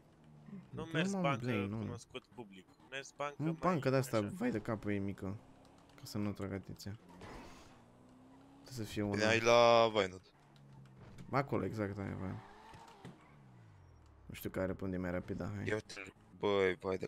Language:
Romanian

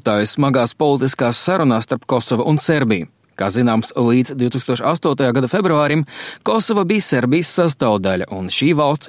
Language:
Latvian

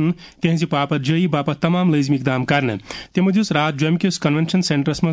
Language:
Kashmiri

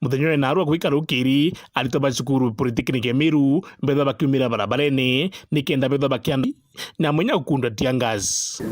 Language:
Meru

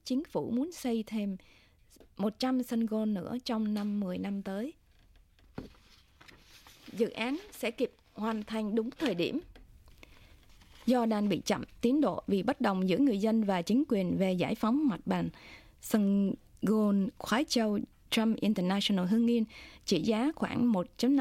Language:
Vietnamese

